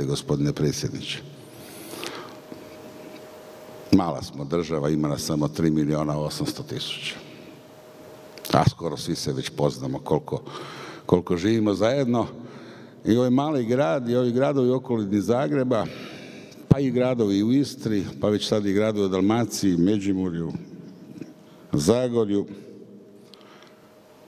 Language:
Croatian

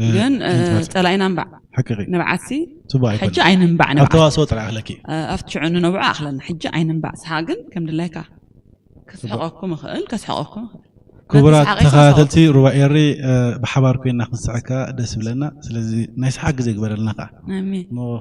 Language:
Tigrinya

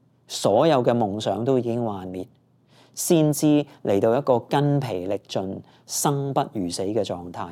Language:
Cantonese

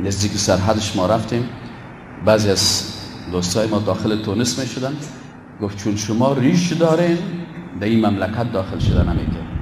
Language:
Persian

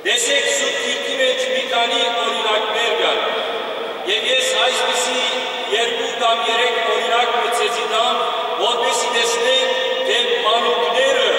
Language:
Western Armenian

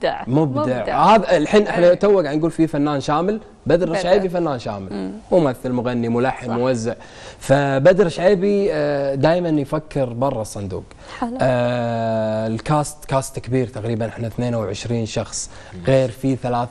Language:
Gulf Arabic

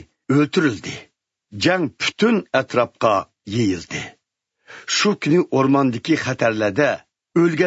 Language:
Uyghur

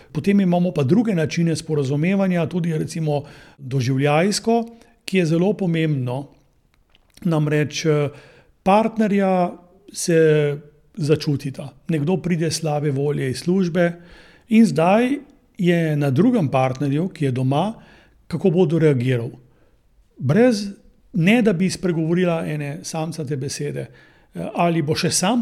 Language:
Slovenian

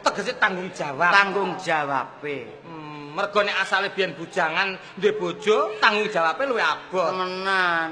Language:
Javanese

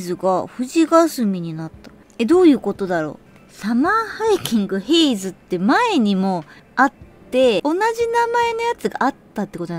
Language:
Japanese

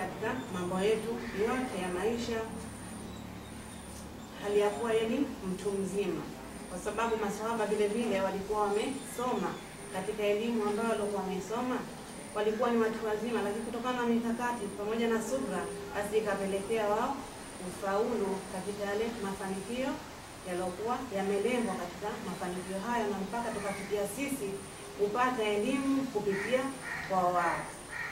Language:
Swahili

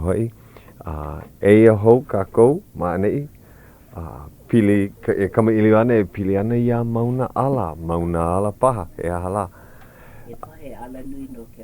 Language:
Hawaiian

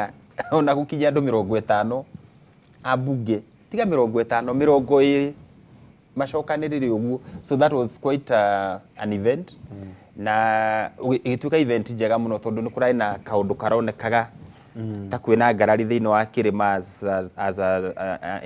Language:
Kikuyu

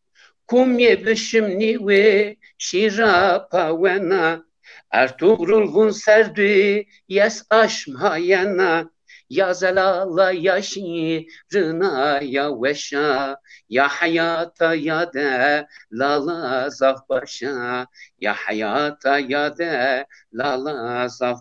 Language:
Zaza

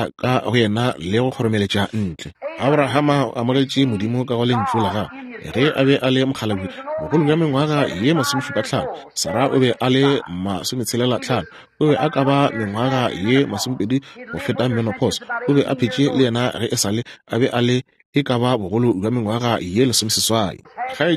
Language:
Northern Sotho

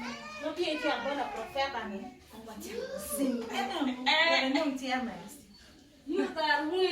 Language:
Acoli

